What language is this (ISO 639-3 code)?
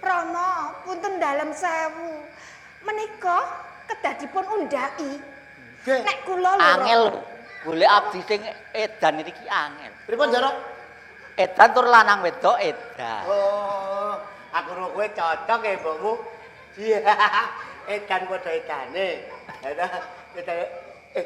jav